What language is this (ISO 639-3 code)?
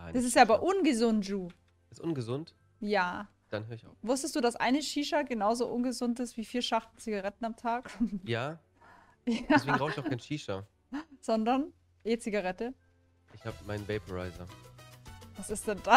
deu